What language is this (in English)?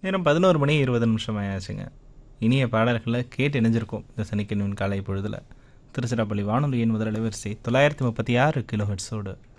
Tamil